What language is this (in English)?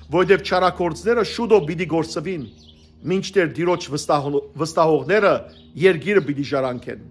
Western Armenian